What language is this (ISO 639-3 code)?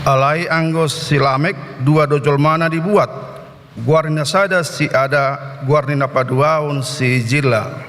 bbc